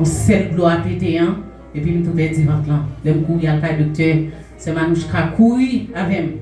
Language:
Haitian Creole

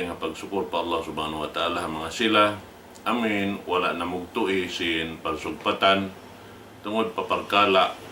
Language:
Tausug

